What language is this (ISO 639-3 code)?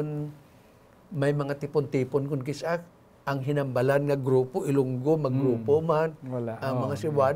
hil